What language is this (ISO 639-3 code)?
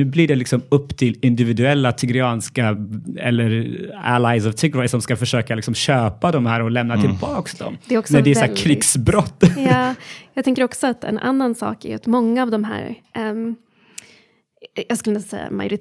swe